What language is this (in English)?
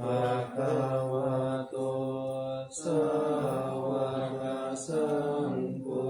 Pali